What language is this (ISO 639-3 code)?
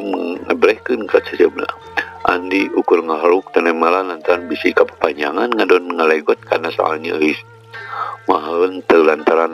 sun